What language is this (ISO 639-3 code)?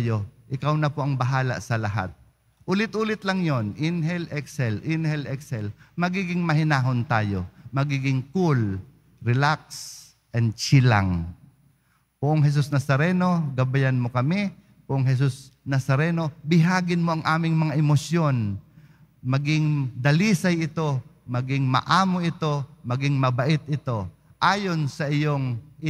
fil